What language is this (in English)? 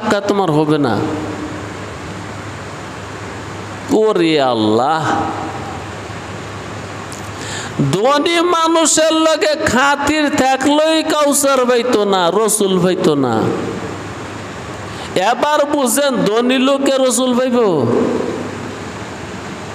Bangla